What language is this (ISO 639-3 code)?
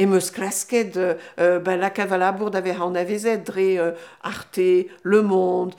bre